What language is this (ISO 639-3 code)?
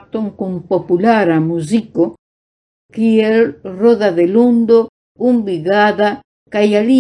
epo